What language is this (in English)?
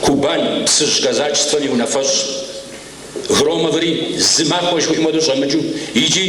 Kabardian